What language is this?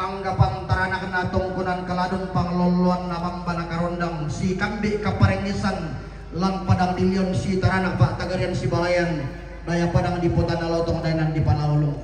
Toraja-Sa'dan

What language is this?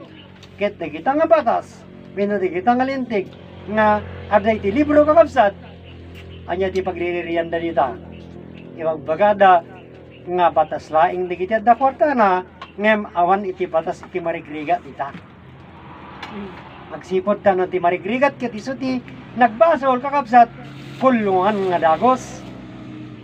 Iloko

